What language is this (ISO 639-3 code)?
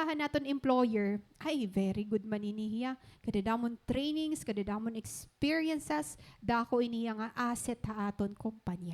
war